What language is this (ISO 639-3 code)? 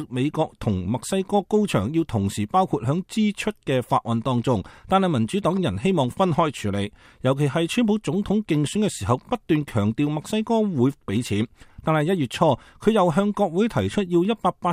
yue